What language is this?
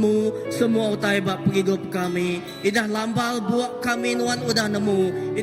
Iban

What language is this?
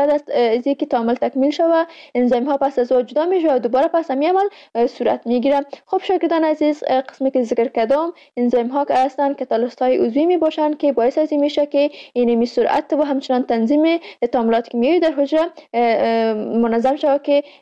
Persian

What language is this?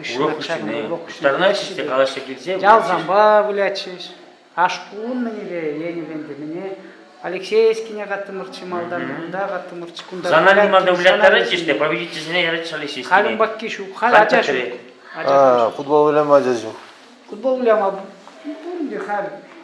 Chuvash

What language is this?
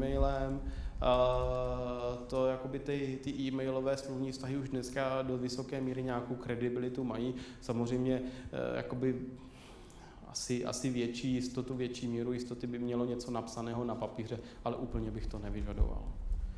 Czech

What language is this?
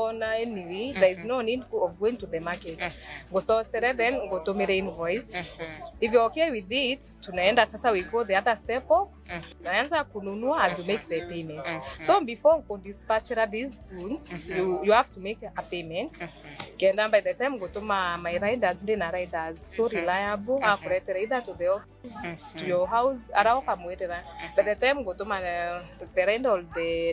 Meru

